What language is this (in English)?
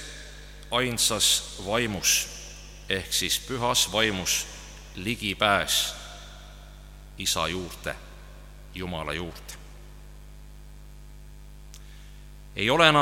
Estonian